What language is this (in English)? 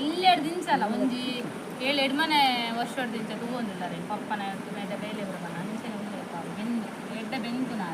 Tulu